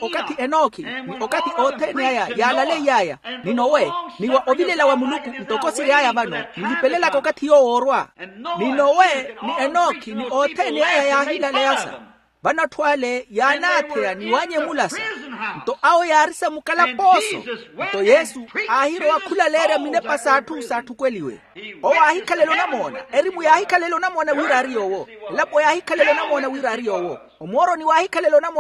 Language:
Makhuwa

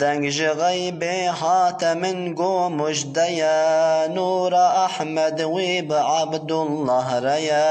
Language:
Kurdish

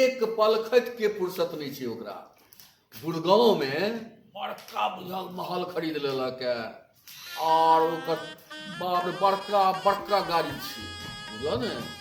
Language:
Maithili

